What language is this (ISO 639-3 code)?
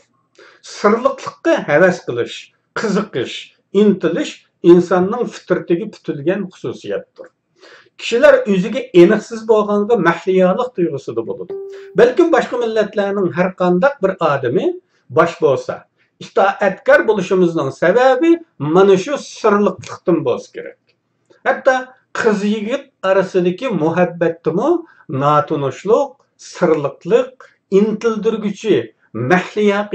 uig